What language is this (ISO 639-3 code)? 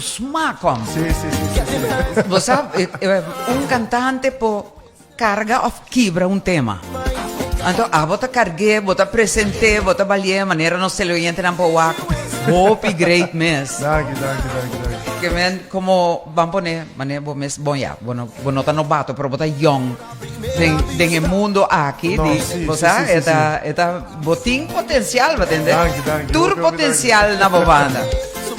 pap